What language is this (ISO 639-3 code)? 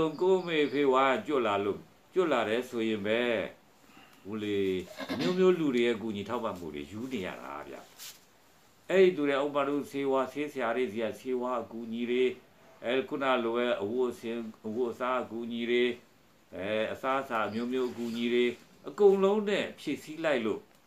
mya